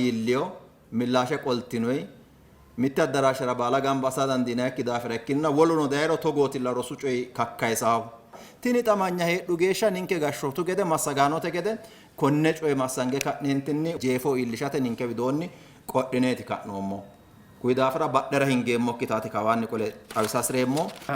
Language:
Sidamo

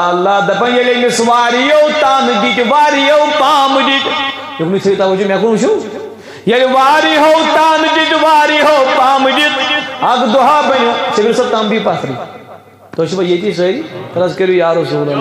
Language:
Kashmiri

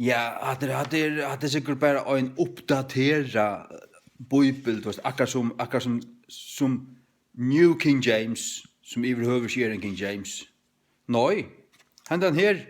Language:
Faroese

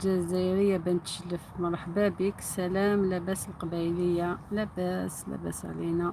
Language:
Algerian Arabic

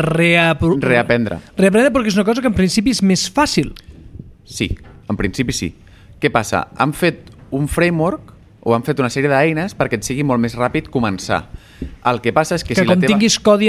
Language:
Catalan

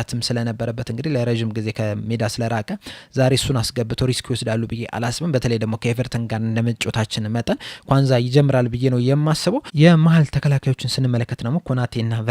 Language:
Amharic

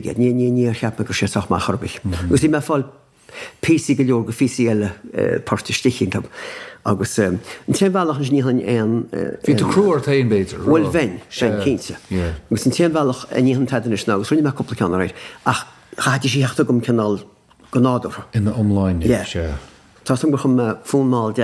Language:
Irish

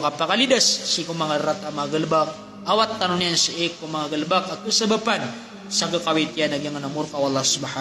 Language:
Maranao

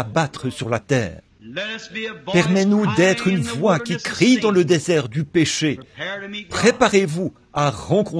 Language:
French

